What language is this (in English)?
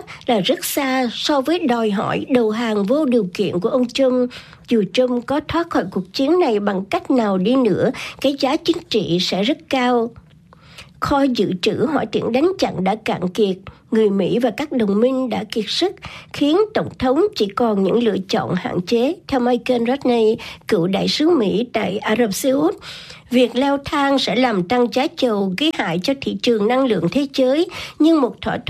Vietnamese